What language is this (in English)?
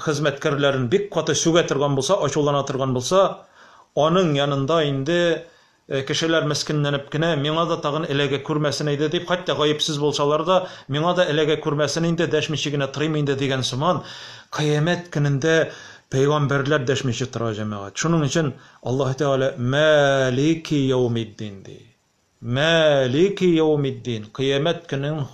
Tatar